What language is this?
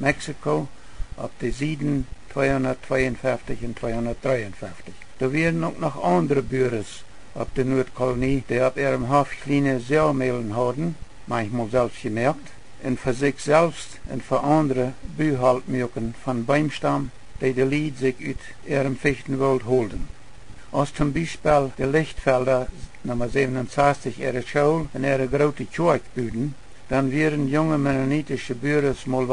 Plautdietsch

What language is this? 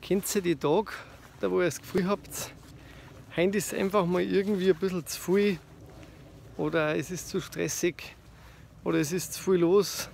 Bavarian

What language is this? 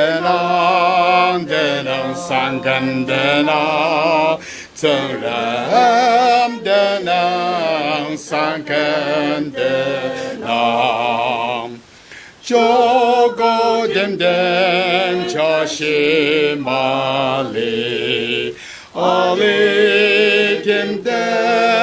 Ao Naga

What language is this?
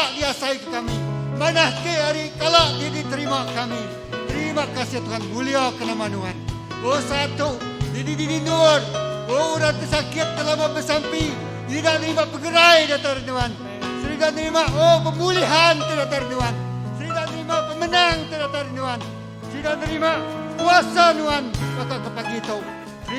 Iban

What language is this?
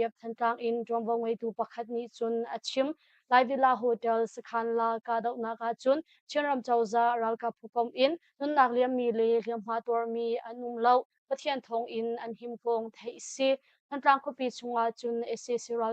Hakha Chin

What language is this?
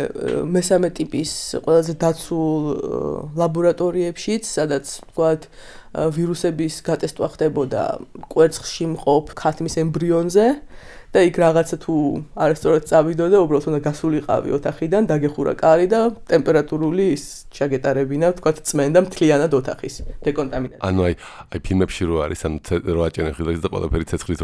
Georgian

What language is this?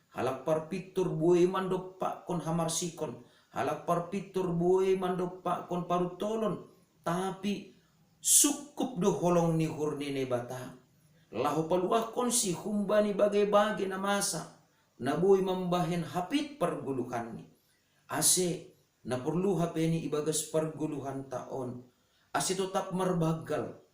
Batak Simalungun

